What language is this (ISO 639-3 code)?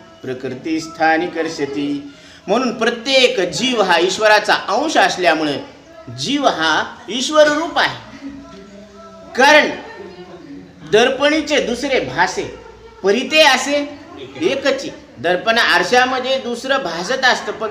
mar